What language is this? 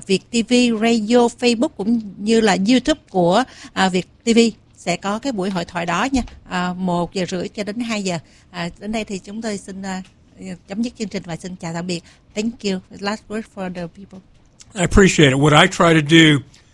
Vietnamese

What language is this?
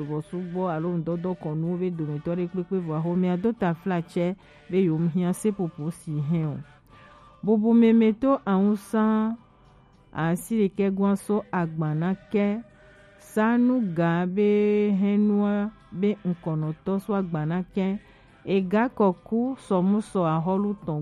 Gen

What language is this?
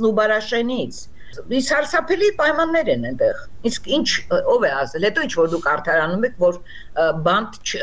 Armenian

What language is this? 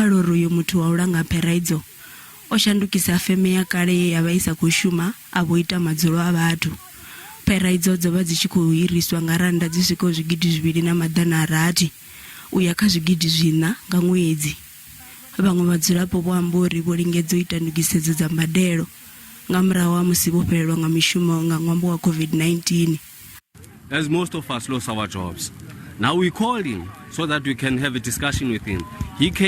Venda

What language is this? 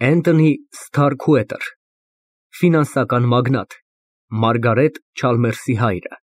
Armenian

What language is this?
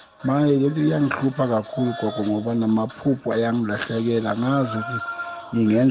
South Ndebele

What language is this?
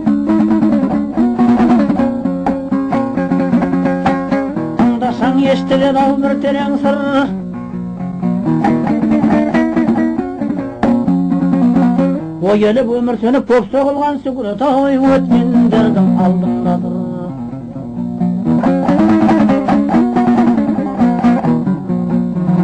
Kazakh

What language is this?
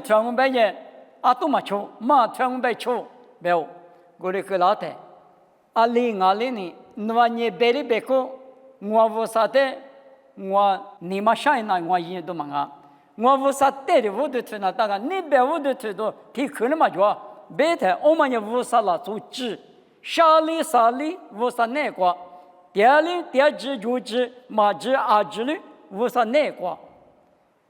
Lisu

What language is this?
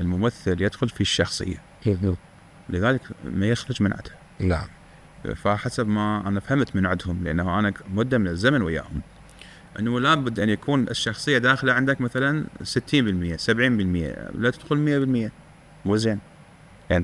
Mesopotamian Arabic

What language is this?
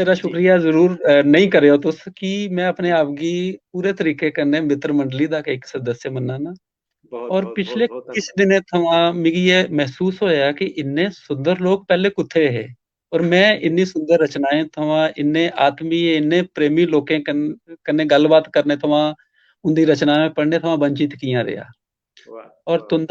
Dogri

